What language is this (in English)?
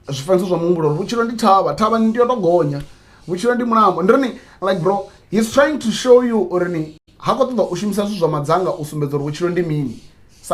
Venda